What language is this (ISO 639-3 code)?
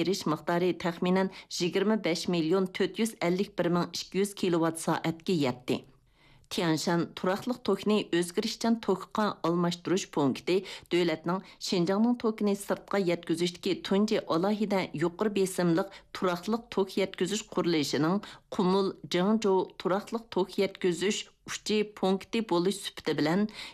uig